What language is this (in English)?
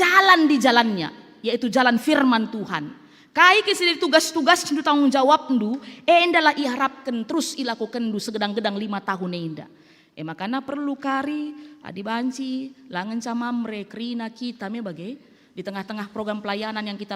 Batak Karo